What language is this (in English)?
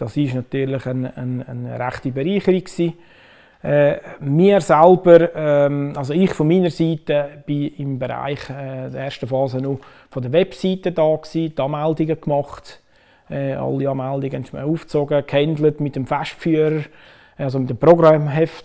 German